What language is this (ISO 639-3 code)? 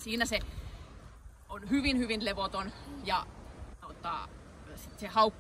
fin